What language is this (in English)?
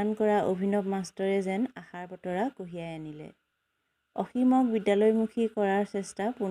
Assamese